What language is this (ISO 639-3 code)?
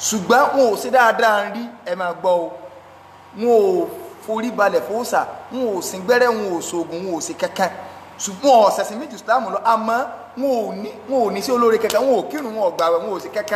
yor